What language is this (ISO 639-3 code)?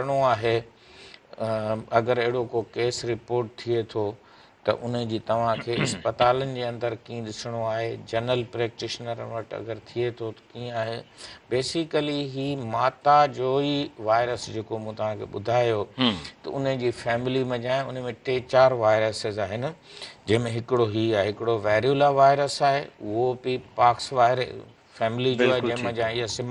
snd